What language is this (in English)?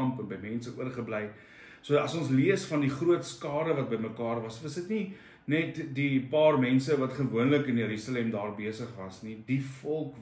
Afrikaans